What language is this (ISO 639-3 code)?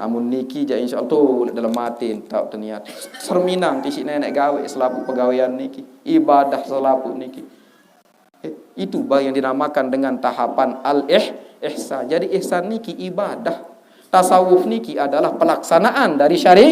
sas